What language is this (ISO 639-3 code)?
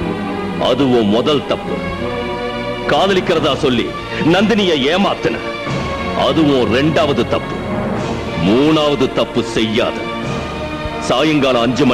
tam